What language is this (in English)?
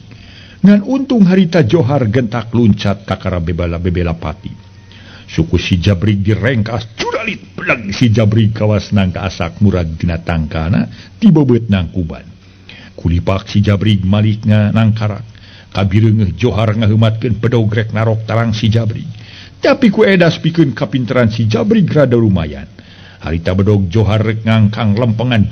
Sundanese